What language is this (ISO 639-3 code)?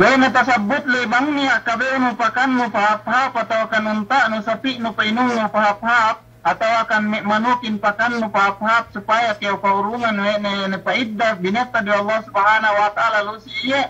yka